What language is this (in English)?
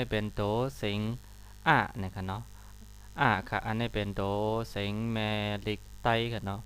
Shan